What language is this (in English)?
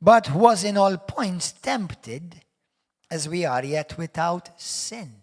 English